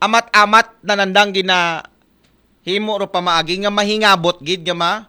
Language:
Aklanon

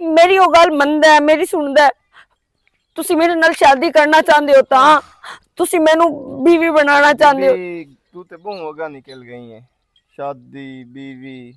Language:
Western Panjabi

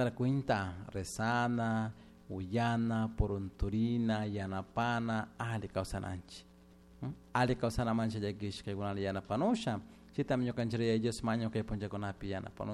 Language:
Chimborazo Highland Quichua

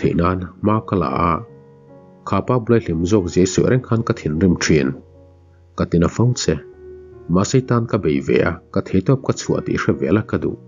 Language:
Mizo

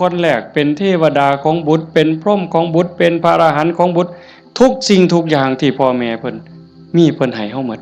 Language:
Northeastern Thai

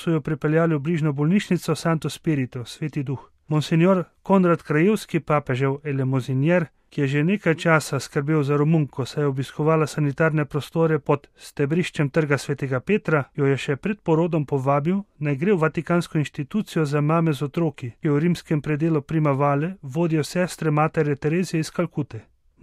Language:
Slovenian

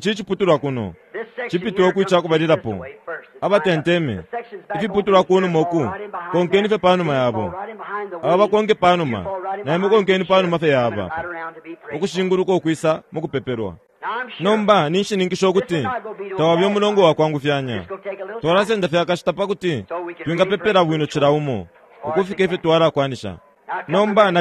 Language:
Bemba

